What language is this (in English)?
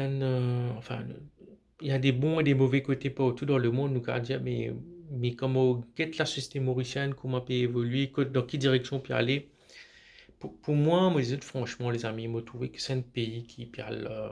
Morisyen